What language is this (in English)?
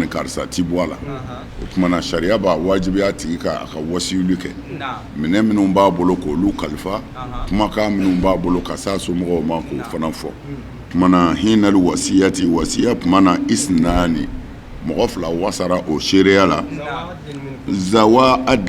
Bambara